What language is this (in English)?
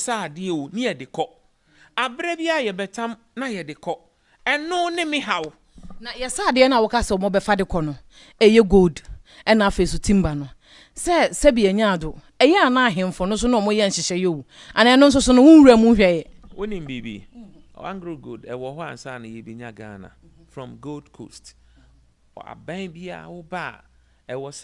Akan